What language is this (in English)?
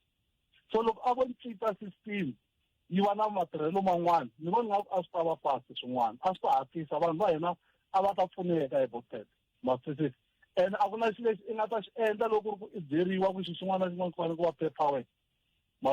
Tsonga